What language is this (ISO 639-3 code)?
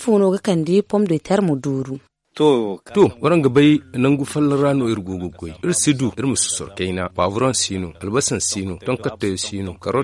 dje